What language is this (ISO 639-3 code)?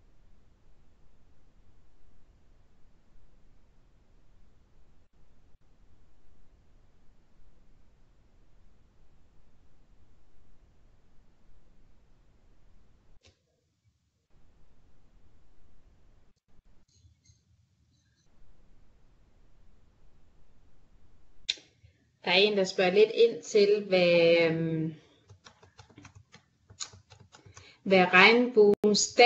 dan